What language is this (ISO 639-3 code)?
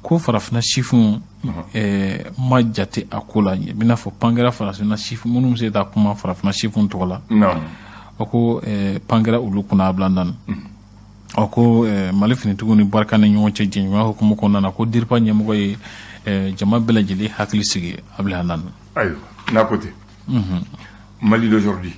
bam